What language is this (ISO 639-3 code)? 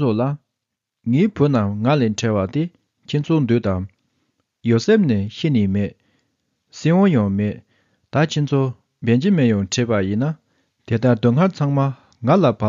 bod